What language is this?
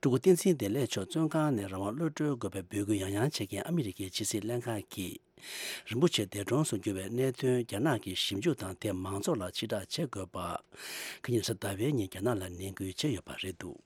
Tibetan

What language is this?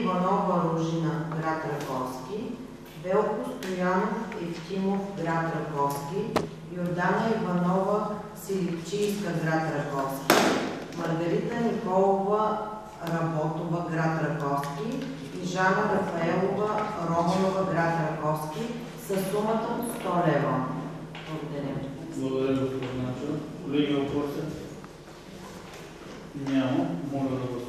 Bulgarian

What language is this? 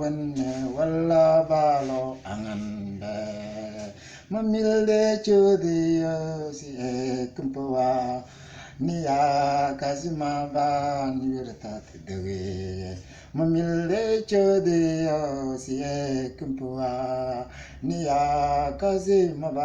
Mabaan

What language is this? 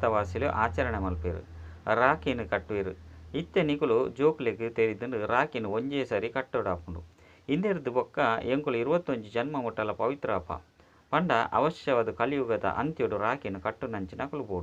Tulu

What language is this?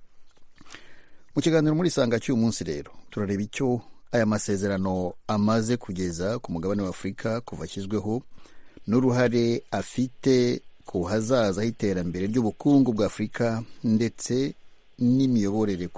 Kinyarwanda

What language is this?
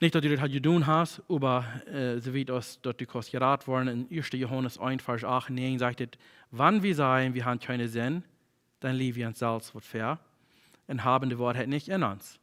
Plautdietsch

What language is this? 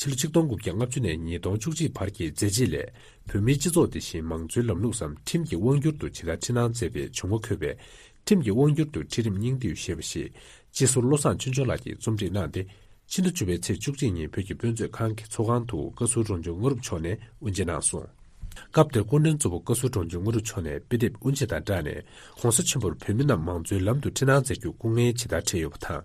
Tibetan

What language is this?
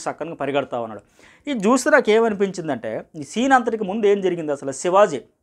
Telugu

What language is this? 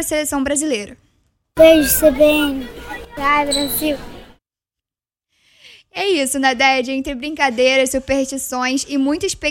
Portuguese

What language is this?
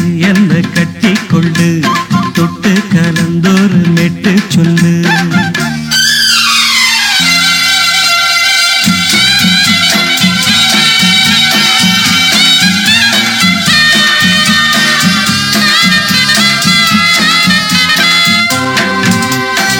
Tamil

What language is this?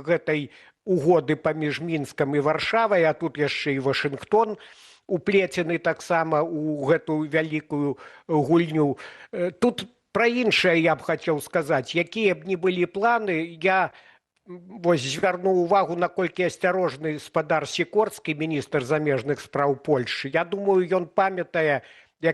Belarusian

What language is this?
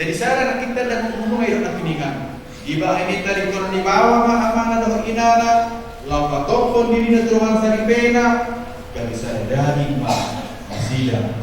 Batak Toba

